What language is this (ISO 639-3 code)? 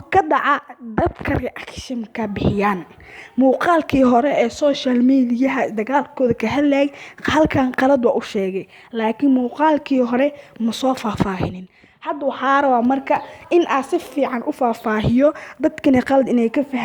som